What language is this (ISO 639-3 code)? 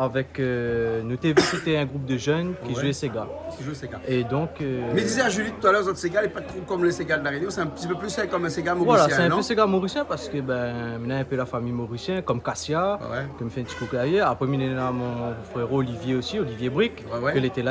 rcf